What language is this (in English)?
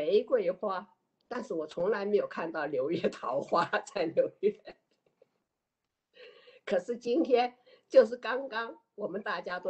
Chinese